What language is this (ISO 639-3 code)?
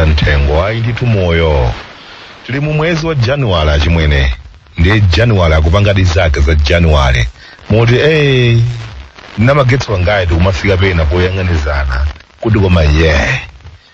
nya